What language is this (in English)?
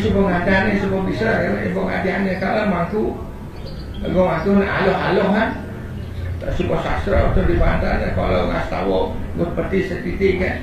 Balinese